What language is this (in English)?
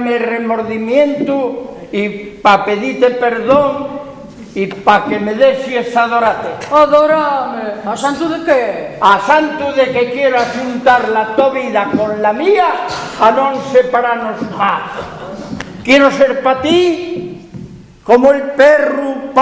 Asturian